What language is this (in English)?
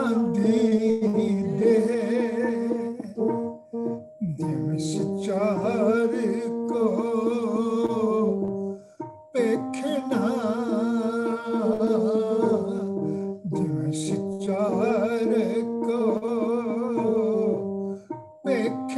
Punjabi